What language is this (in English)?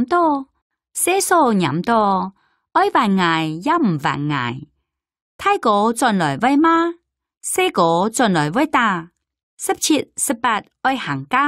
Hakka Chinese